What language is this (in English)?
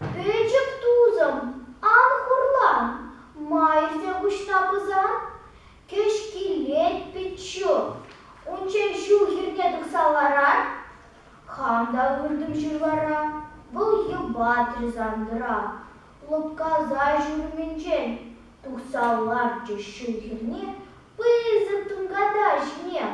Chuvash